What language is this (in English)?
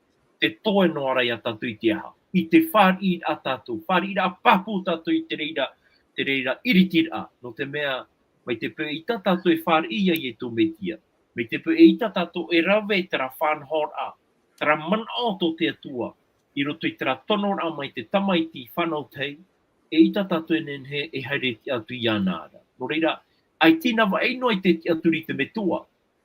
Tahitian